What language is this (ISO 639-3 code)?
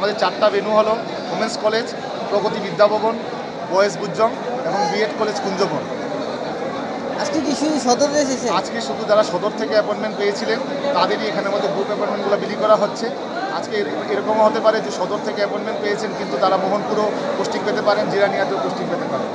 ben